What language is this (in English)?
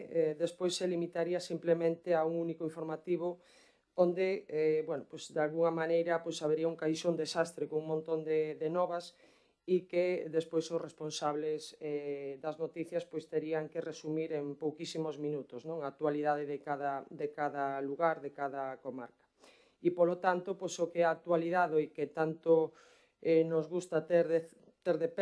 Galician